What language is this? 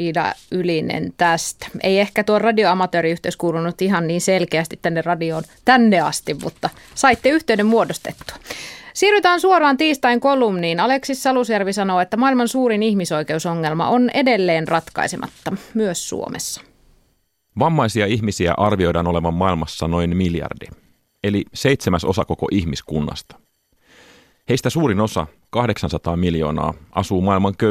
Finnish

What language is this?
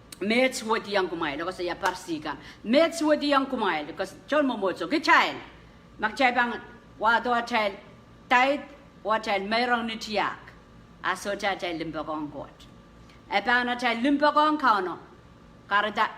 Pohnpeian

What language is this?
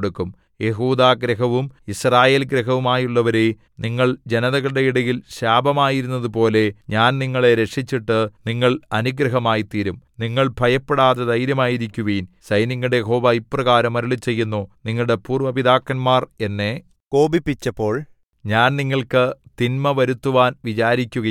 Malayalam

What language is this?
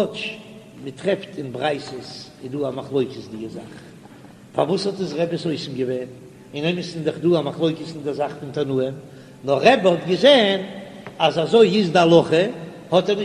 Yiddish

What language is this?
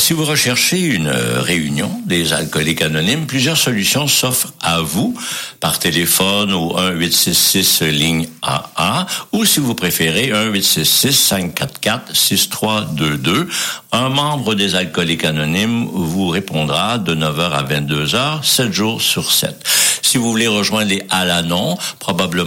French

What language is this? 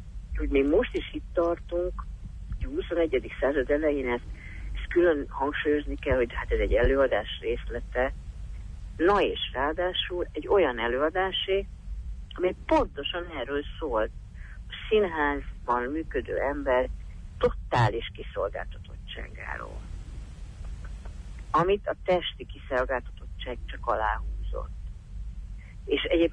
Hungarian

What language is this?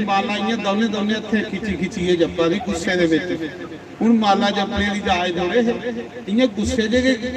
Dogri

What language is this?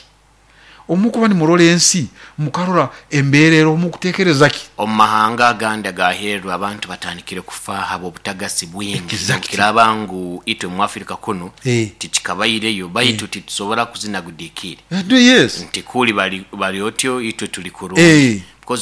Nyoro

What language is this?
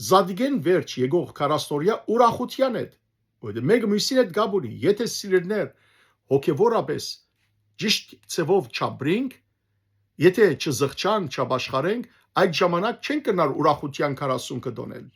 Western Armenian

